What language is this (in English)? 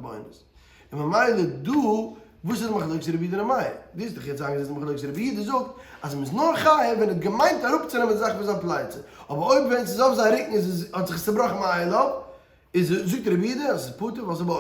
Yiddish